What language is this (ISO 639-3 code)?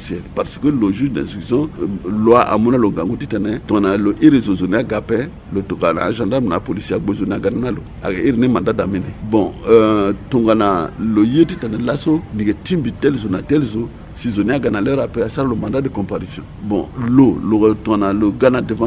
sag